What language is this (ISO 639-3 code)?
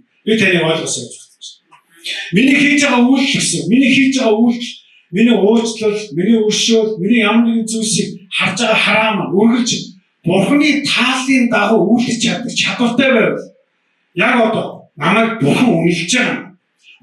mon